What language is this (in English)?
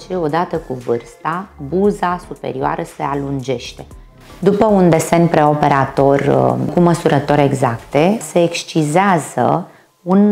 Romanian